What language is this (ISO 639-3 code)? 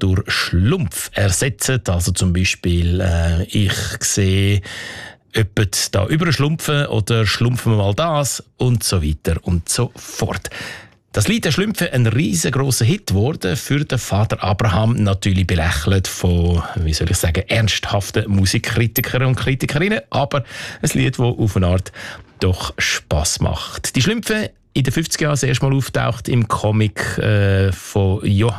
deu